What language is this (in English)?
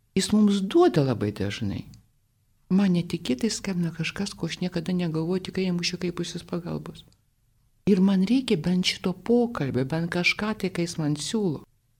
Lithuanian